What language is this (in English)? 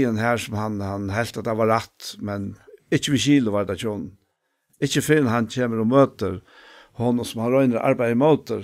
Faroese